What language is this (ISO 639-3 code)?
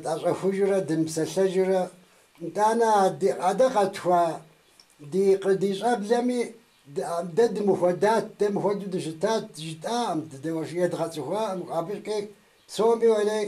kbd